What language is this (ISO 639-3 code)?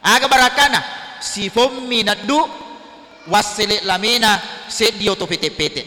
bug